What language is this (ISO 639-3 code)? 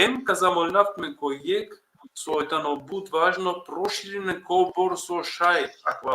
rmn